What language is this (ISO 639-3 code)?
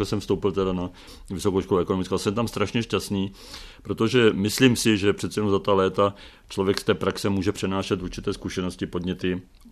ces